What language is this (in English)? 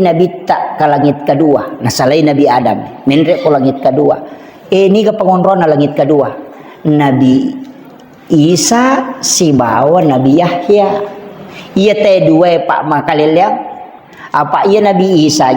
Buginese